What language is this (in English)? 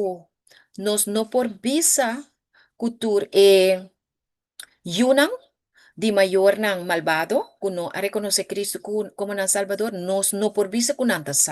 Papiamento